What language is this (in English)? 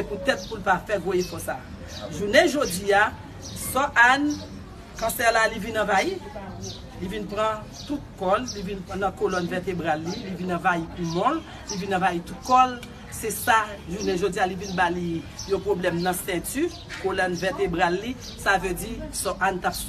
Haitian Creole